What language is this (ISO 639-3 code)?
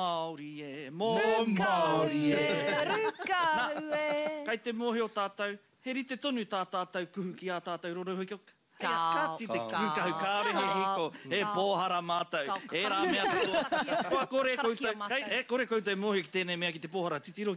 mri